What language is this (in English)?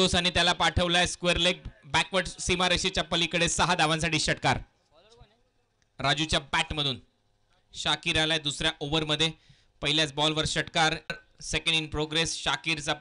Marathi